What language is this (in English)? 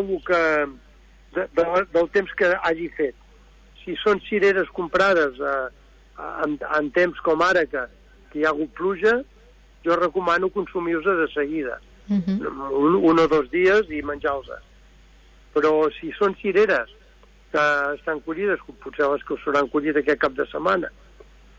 Catalan